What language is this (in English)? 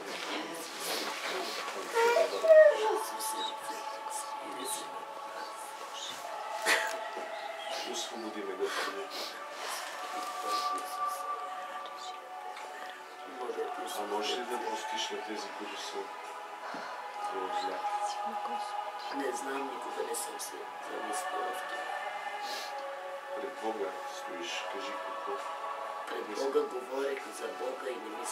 Bulgarian